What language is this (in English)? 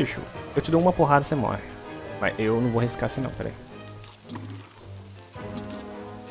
Portuguese